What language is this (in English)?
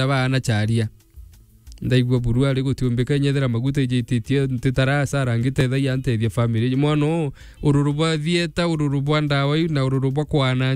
Meru